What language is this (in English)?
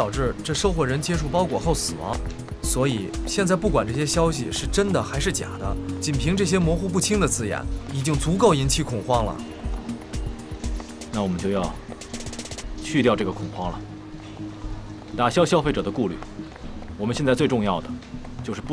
Chinese